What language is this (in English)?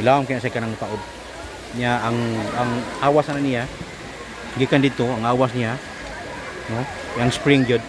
Cebuano